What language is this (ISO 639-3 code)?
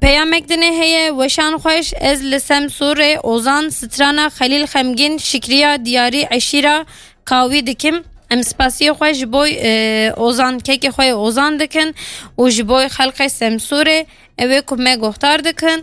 kur